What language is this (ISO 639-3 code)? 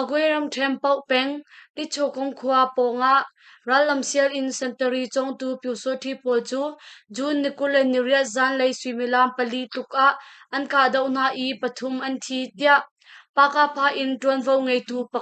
cnh